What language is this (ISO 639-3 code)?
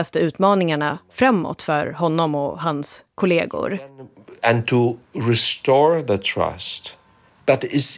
swe